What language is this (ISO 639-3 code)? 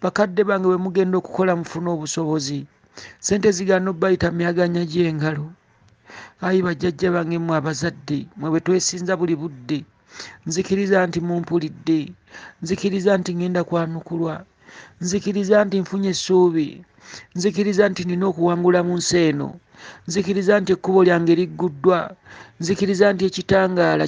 lug